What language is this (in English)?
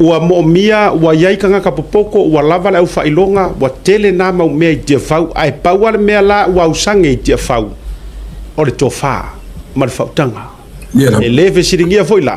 Samoan